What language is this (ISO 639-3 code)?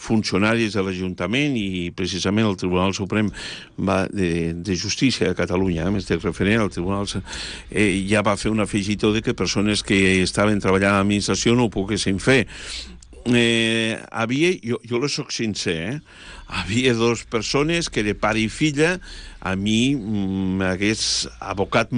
cat